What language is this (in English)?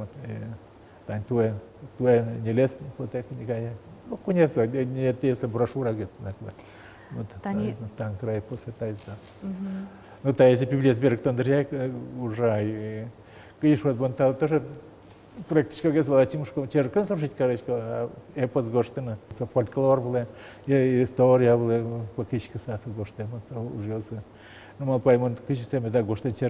Udmurt